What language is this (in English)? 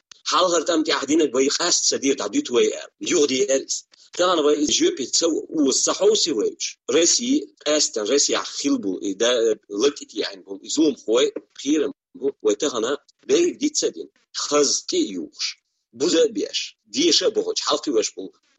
Chechen